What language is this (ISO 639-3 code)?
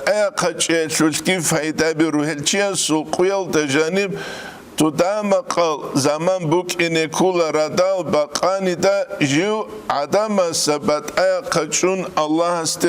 ava